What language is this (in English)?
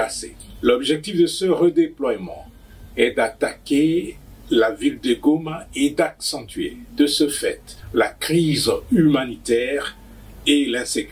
French